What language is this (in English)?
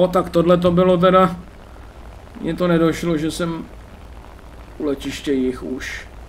Czech